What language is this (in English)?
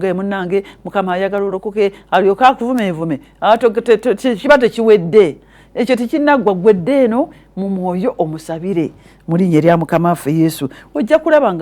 Ganda